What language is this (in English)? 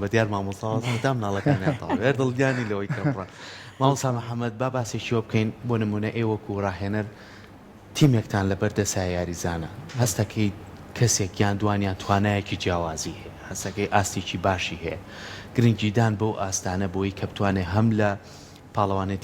Central Kurdish